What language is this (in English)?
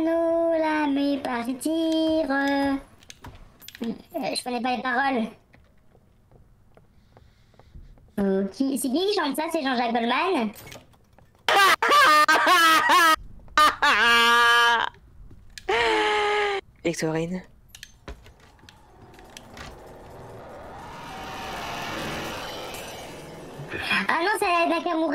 French